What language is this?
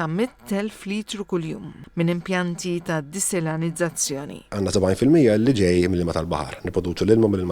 Maltese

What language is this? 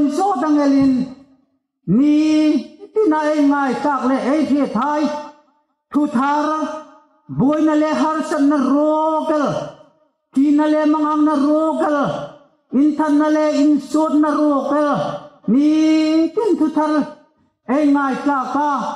Hmar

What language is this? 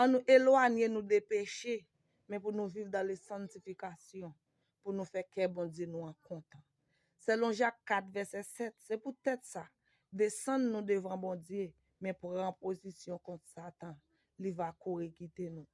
Haitian Creole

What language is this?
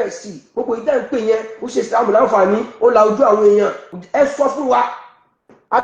Yoruba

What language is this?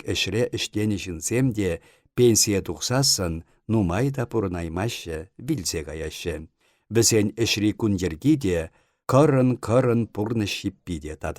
Chuvash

